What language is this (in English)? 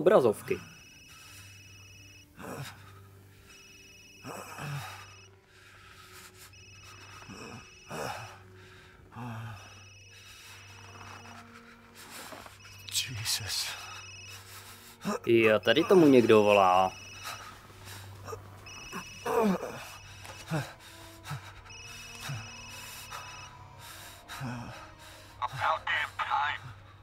Czech